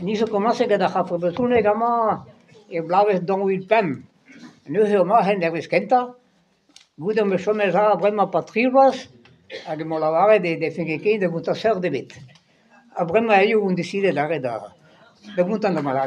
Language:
Breton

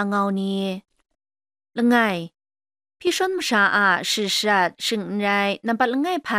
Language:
Kachin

